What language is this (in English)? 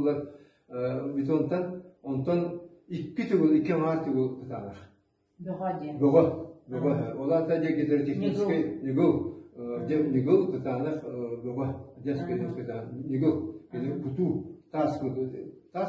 Yakut